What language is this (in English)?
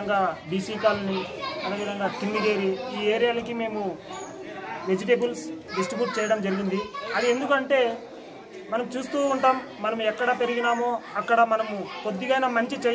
Telugu